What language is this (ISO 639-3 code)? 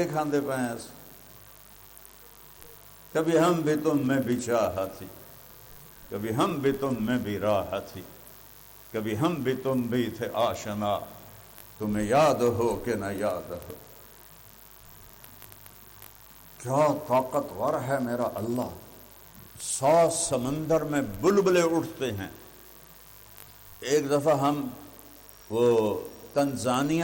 urd